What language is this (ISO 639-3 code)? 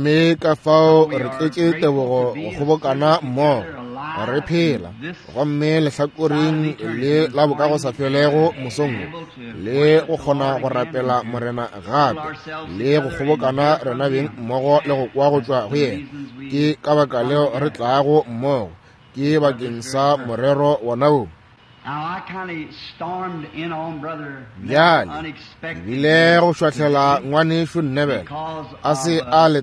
nso